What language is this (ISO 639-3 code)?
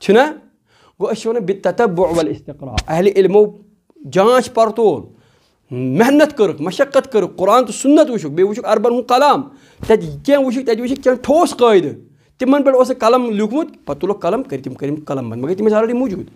kas